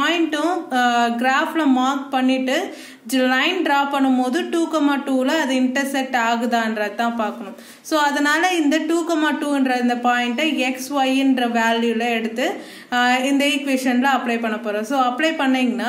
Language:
Tamil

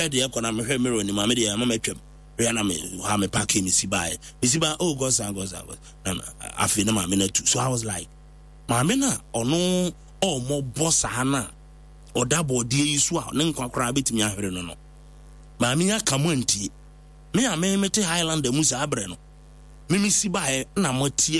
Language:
Akan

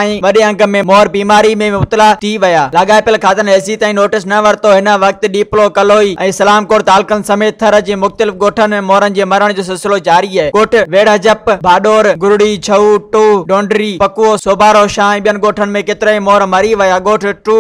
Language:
Sindhi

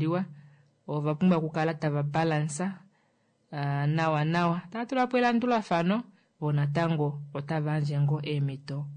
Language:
Kuanyama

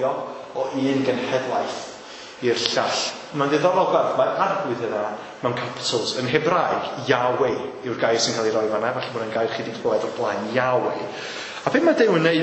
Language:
Welsh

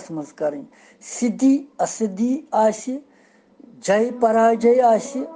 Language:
Kashmiri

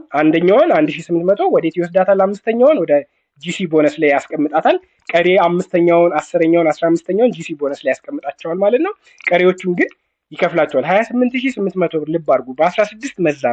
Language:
Amharic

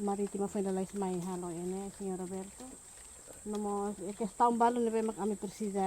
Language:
Tetum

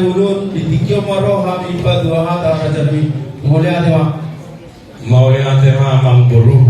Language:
Batak Toba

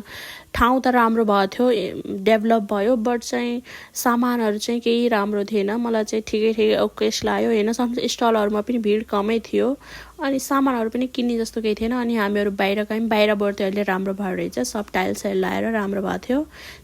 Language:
Nepali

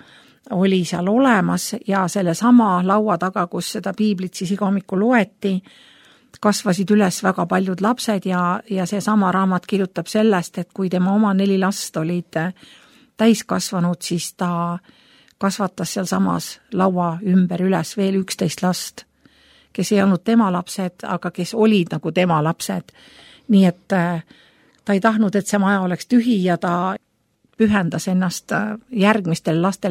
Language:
Estonian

